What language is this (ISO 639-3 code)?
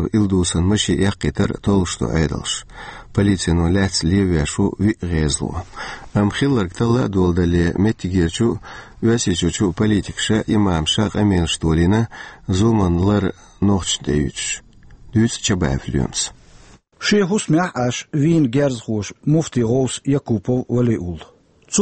che